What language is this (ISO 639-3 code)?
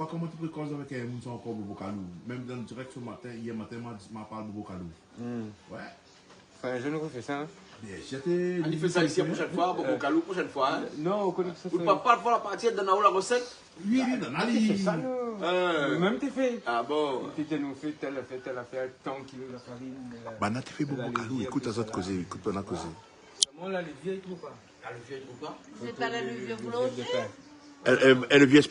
rcf